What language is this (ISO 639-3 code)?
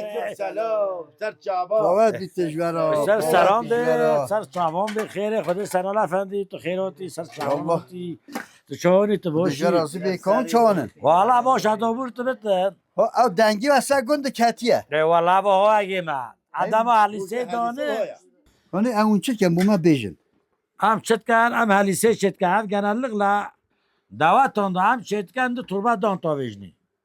kur